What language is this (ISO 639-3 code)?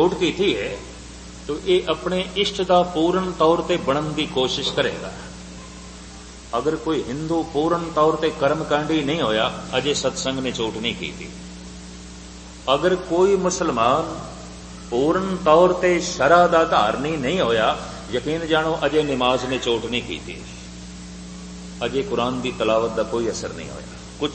pan